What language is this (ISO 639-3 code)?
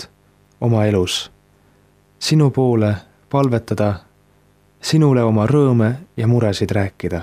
est